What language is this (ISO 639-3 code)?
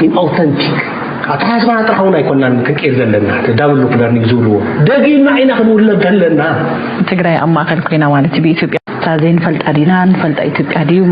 tir